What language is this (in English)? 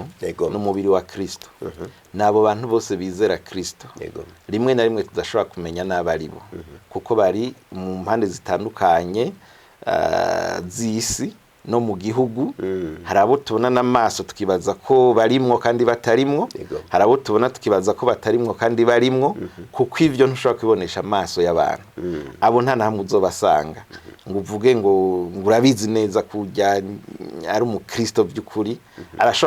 Rundi